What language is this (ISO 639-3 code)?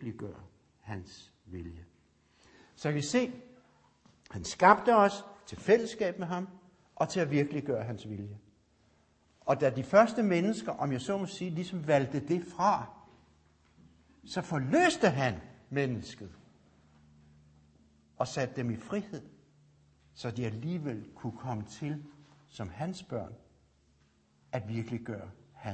dan